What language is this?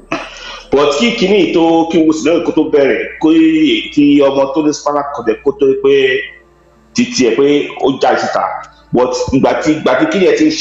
Yoruba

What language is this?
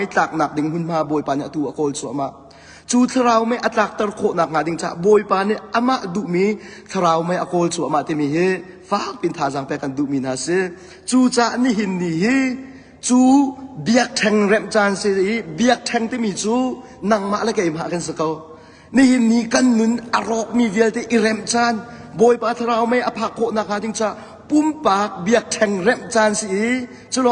Hakha Chin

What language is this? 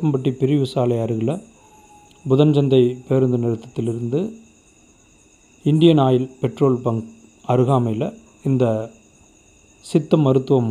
Tamil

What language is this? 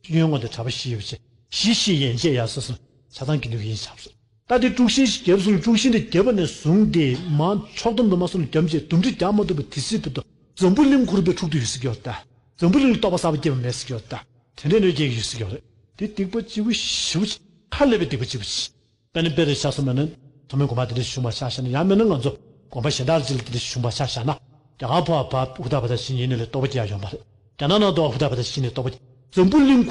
Tibetan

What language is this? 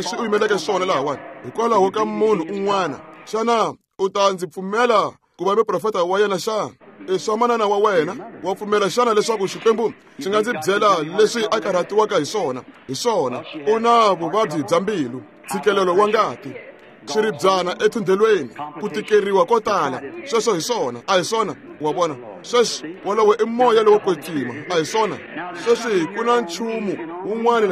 Tsonga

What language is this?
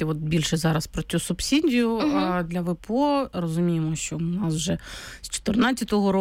Ukrainian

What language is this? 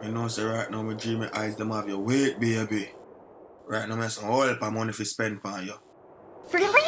Jamaican Creole English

